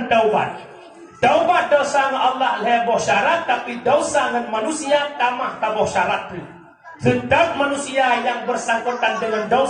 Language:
Achinese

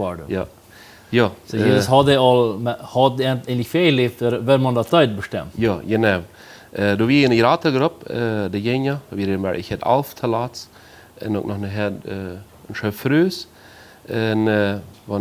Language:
Plautdietsch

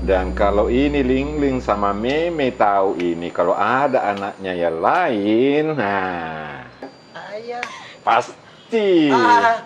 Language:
Makassar Malay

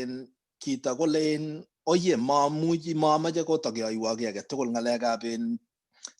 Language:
Kalenjin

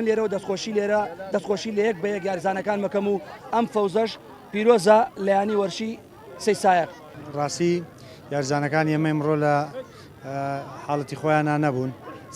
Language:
Central Kurdish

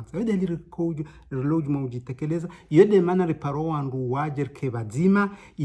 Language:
Ngazidja Comorian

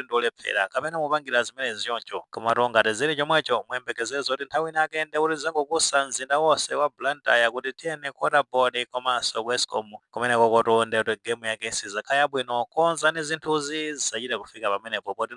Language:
Nyanja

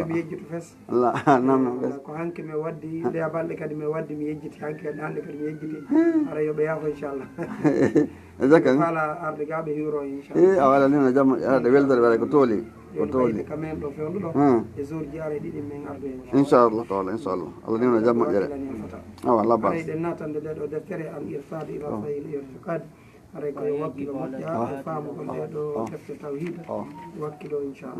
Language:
Fula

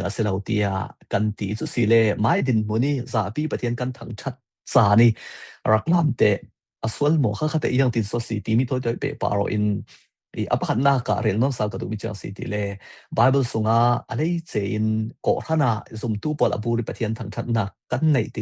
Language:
Falam Chin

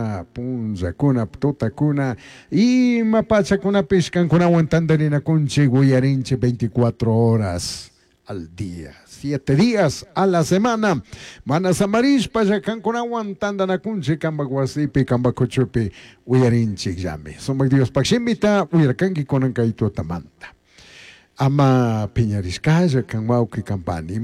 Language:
Chimborazo Highland Quichua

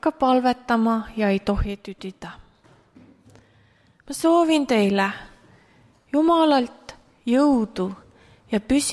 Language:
Estonian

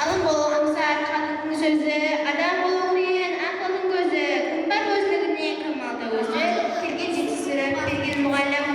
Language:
Kara-Kalpak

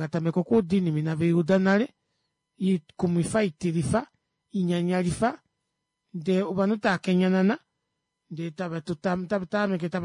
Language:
Kuanyama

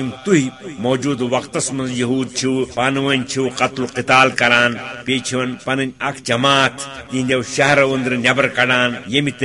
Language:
Kashmiri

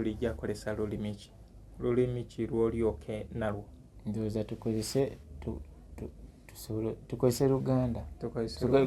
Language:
Ganda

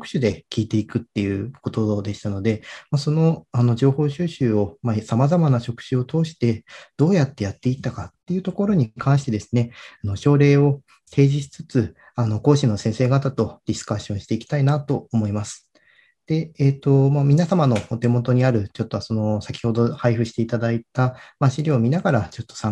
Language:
Japanese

